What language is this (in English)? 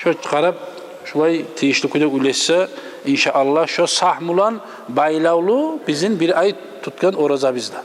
Kumyk